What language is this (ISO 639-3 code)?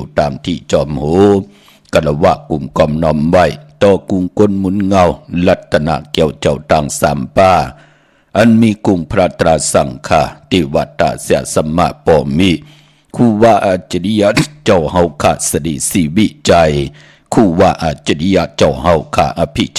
shn